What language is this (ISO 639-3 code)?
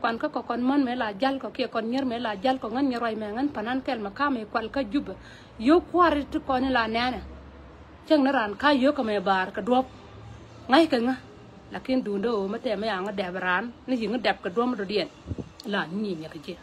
nus